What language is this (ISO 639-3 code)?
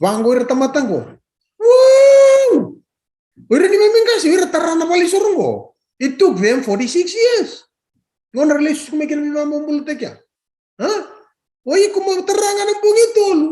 fij